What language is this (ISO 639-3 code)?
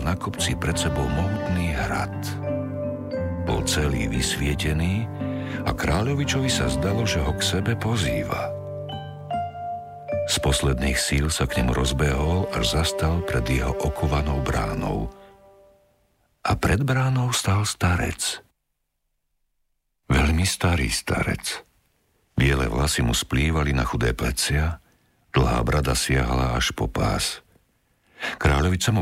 slk